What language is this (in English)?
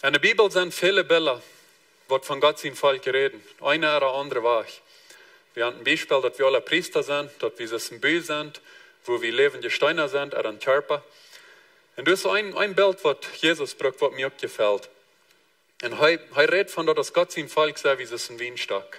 Plautdietsch